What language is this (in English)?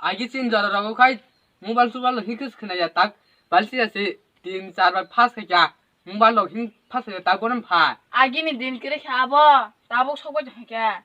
Kok Borok